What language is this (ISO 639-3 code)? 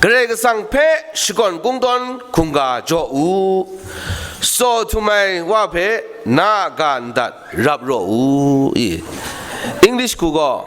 kac